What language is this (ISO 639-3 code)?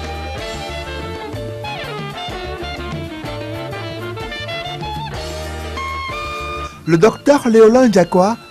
fra